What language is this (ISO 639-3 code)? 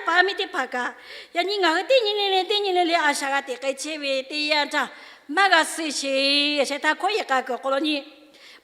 lhu